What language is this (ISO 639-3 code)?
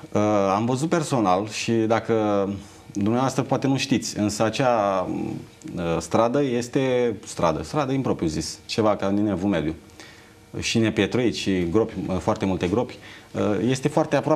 ron